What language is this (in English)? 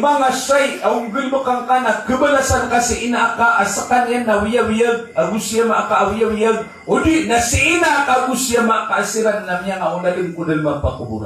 Maranao